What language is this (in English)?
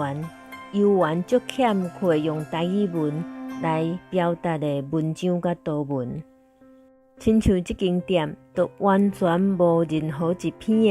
Min Nan Chinese